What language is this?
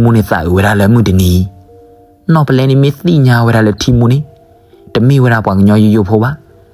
S'gaw Karen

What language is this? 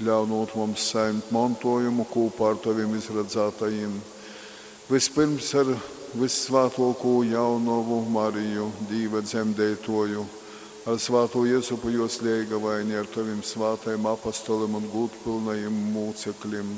Latgalian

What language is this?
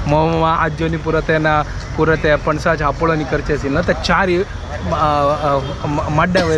Konkani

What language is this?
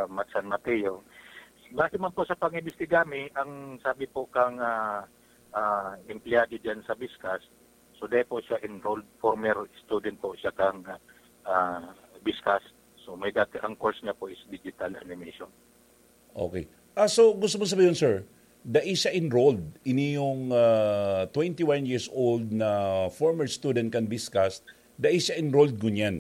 Bikol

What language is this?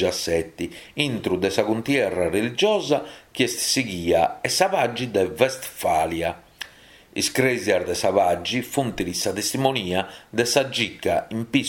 Sardinian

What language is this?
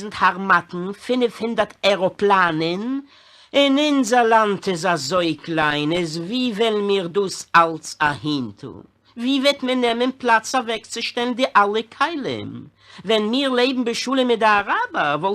Yiddish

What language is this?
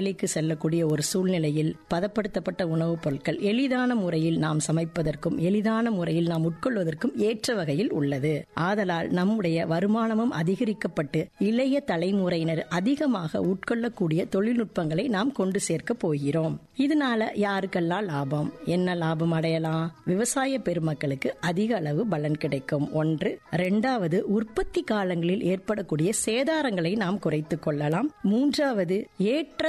Tamil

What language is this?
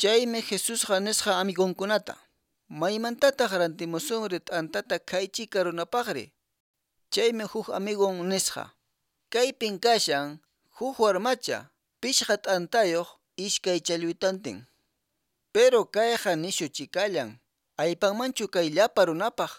Quechua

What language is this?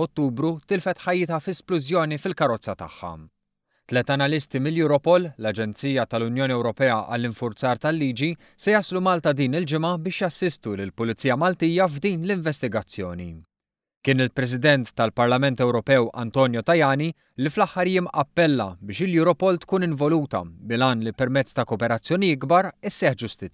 Maltese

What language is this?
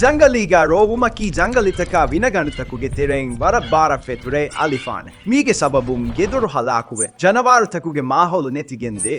Divehi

